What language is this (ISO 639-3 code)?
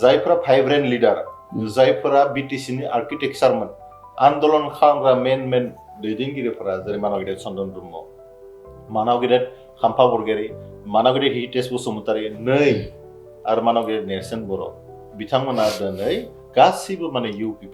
brx